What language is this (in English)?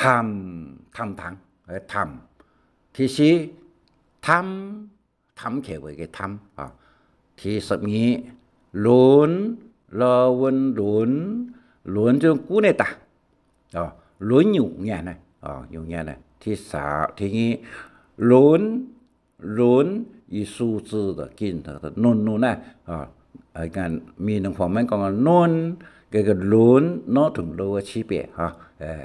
Hakka Chinese